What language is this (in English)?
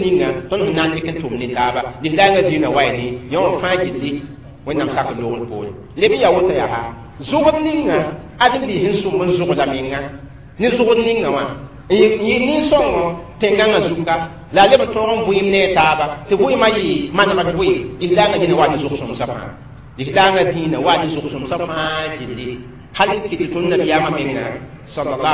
Mossi